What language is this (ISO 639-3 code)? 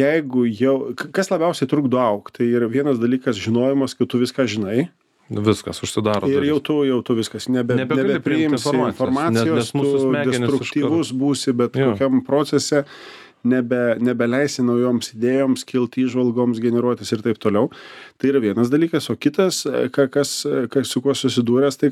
lit